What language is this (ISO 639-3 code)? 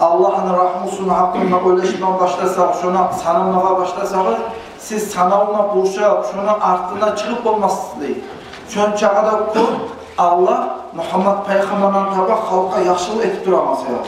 kum